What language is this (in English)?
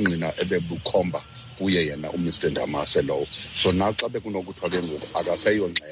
Xhosa